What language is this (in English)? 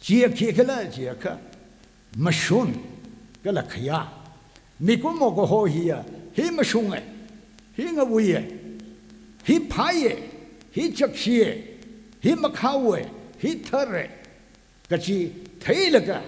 Tangkhul Naga (India)